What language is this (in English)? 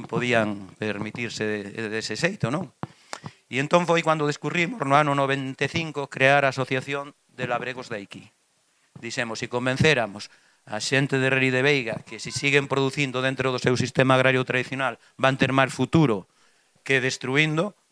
Galician